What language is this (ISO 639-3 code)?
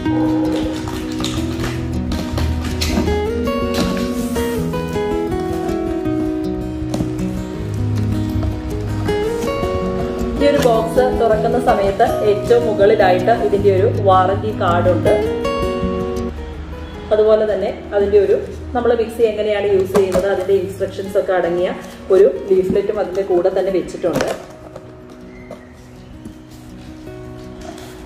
mal